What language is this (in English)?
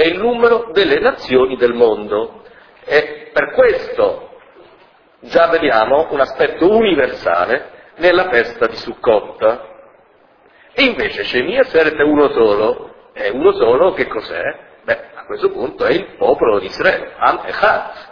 Italian